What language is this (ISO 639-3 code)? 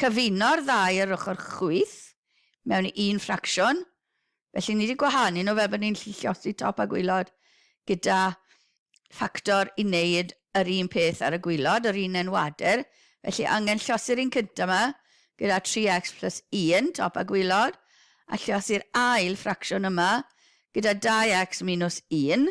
cym